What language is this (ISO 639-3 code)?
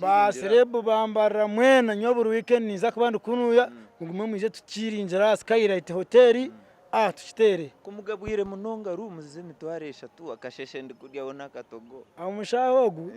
nyn